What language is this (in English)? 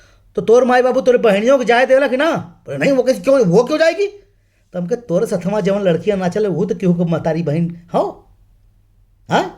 Bhojpuri